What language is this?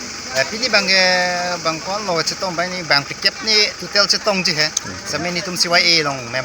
Karbi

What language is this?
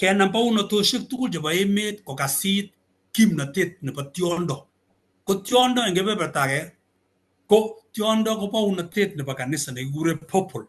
Kalenjin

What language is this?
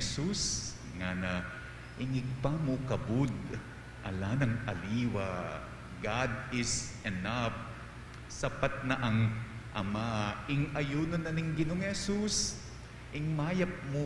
Pampanga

